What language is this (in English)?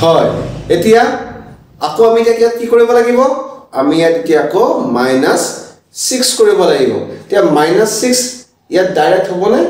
Assamese